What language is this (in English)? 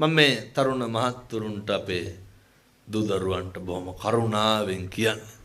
Sinhala